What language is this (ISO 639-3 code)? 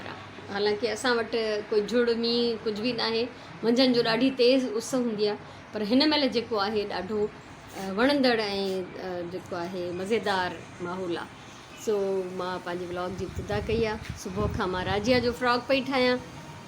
snd